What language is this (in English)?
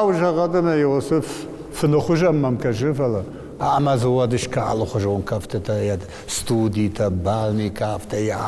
Ossetic